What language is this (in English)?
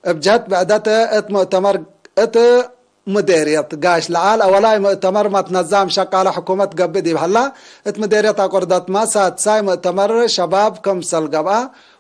Tigre